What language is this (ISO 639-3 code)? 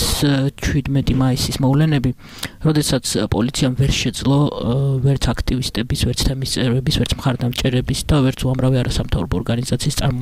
kat